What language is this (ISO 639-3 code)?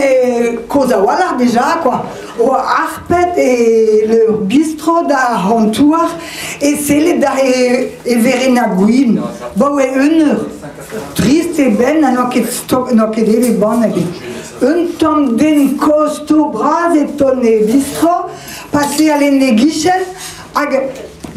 bre